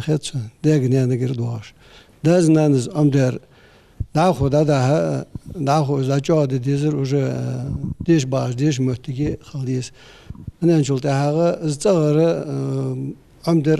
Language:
Ingush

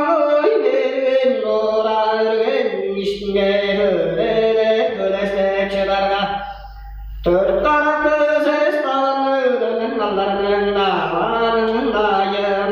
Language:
Tuvinian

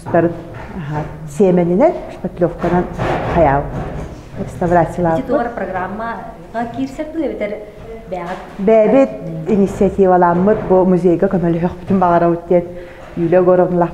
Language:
Yakut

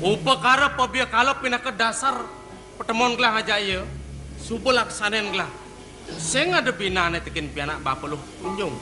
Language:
Balinese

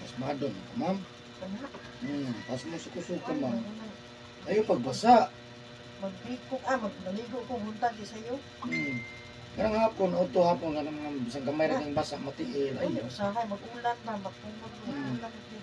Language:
Cebuano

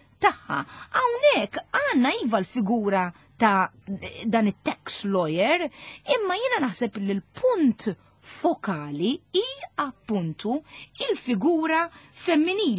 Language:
Maltese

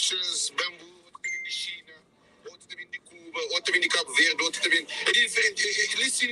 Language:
Kabuverdianu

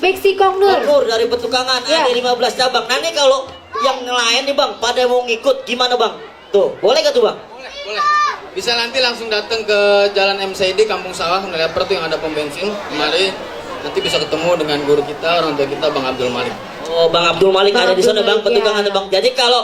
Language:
Betawi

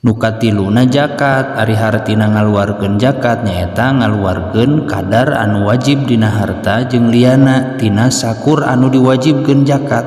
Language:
Sundanese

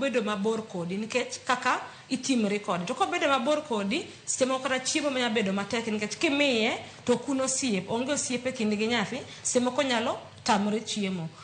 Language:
Luo (Kenya and Tanzania)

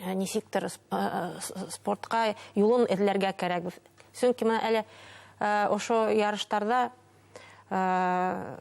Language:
Bashkir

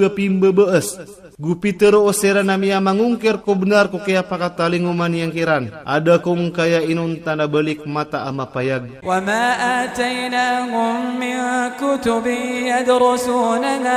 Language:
Iranun (Philippines)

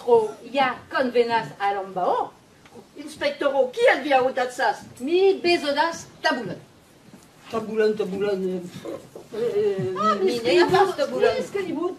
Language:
Esperanto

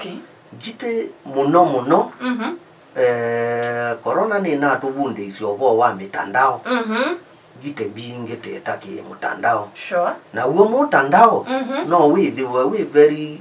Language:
Kamba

